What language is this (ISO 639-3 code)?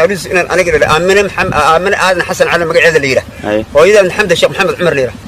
som